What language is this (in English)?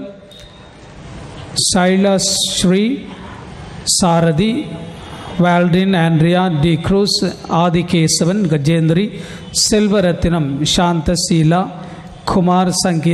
Tamil